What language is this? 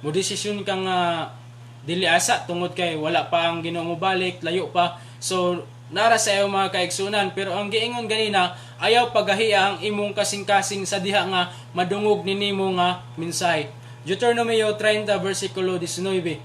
Cebuano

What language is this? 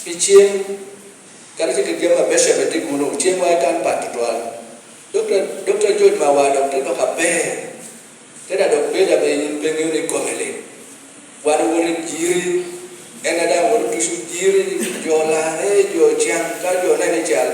Lango (Uganda)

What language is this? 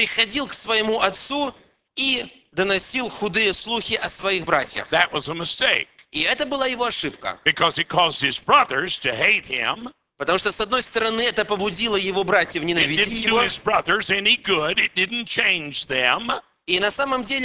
Russian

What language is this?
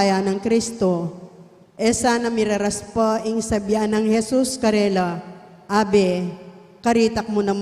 Pampanga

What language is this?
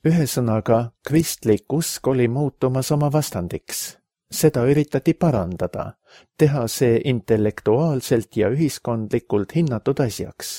Estonian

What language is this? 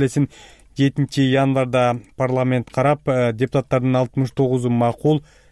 Kyrgyz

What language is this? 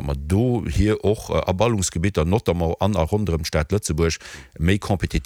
Luxembourgish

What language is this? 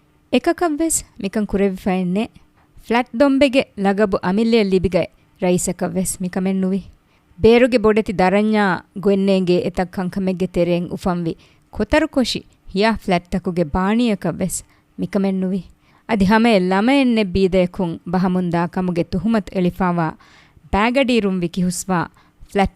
Divehi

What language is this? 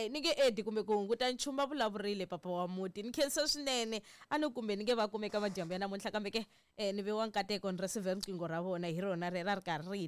Tsonga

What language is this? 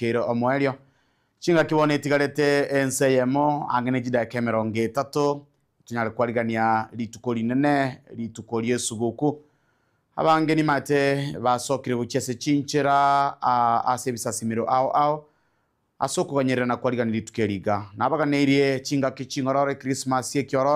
Gusii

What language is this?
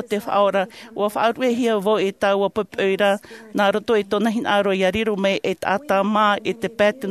Tahitian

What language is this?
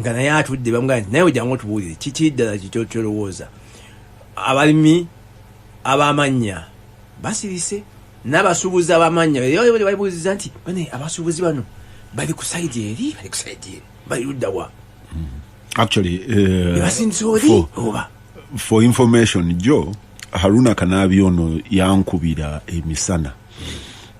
Ganda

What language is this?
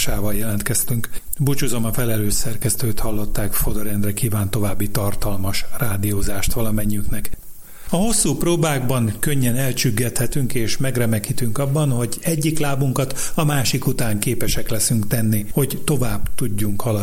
Hungarian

